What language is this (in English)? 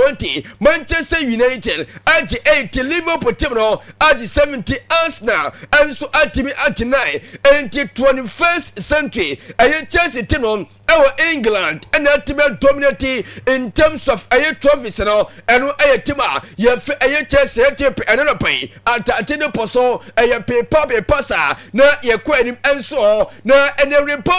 Akan